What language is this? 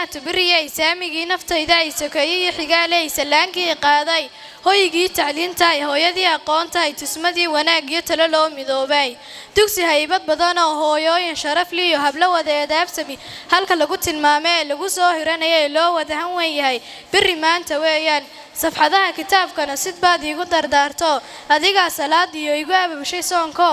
Somali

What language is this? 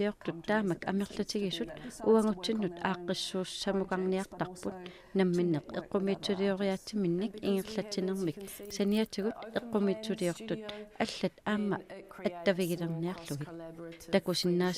Kalaallisut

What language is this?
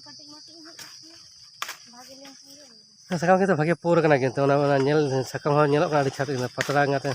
Santali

